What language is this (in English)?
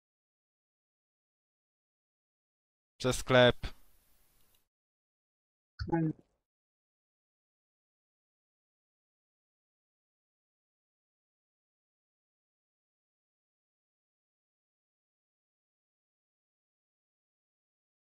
Polish